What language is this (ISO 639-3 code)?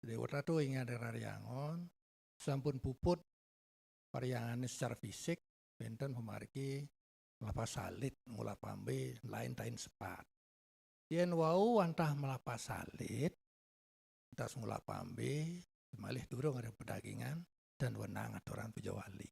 ban